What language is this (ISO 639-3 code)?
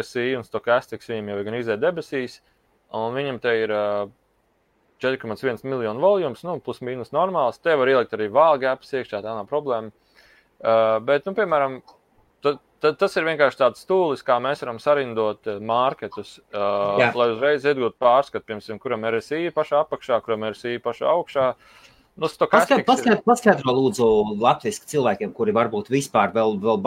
lav